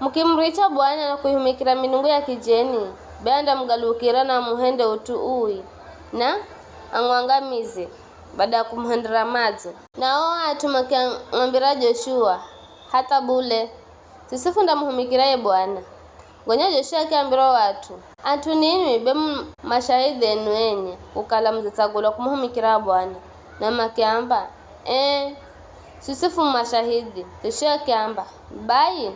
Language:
Giryama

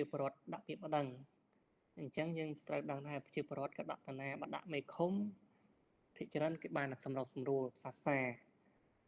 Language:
Khmer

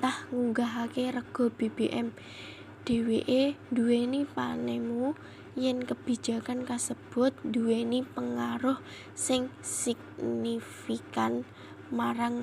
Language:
Javanese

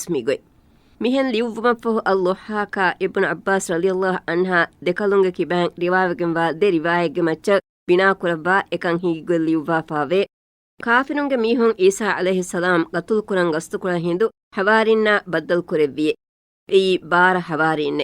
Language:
Divehi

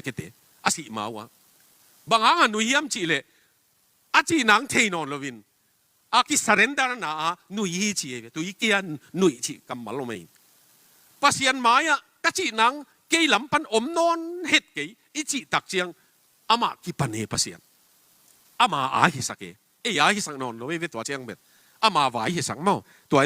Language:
Tedim Chin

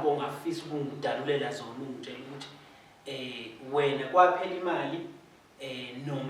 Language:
Zulu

